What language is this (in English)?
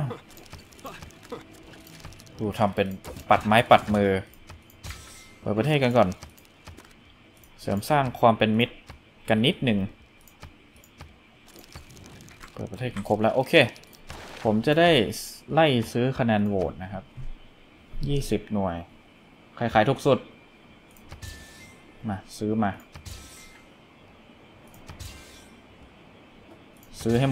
Thai